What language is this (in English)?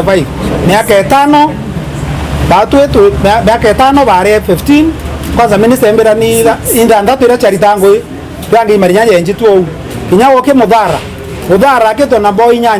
Meru